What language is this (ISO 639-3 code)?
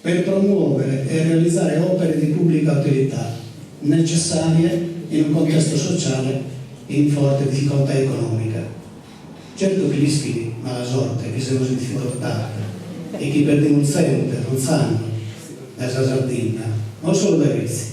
srd